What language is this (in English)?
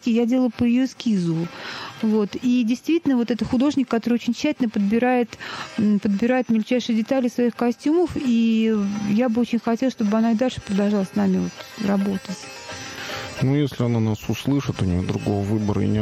Russian